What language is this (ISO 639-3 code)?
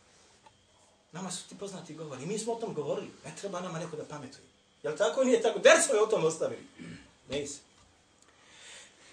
bos